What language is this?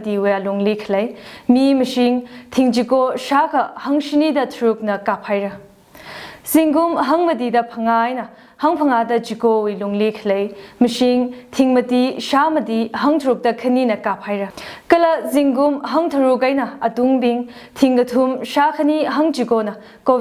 Tangkhul Naga (India)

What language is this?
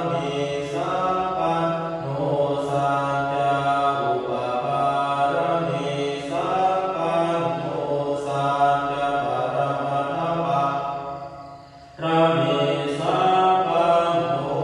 Pali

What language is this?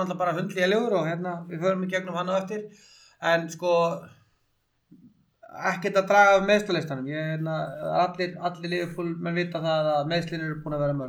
Icelandic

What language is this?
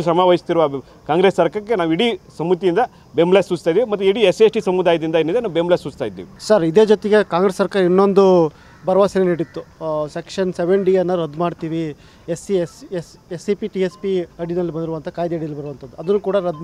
Kannada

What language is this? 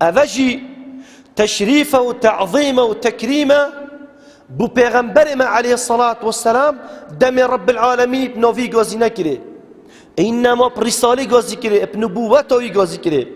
Kurdish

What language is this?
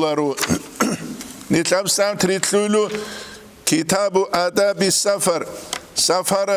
Avaric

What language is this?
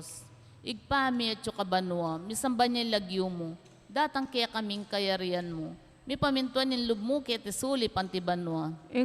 Pampanga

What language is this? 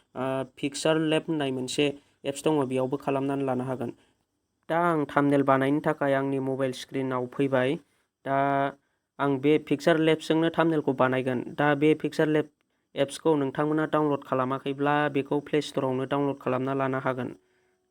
Bodo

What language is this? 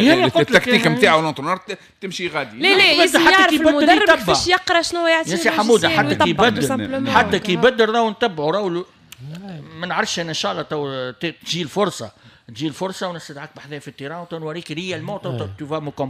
Tunisian Arabic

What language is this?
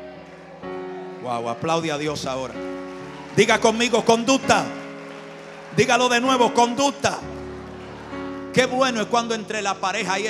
Spanish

